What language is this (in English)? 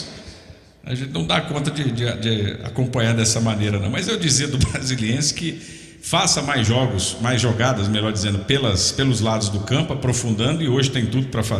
Portuguese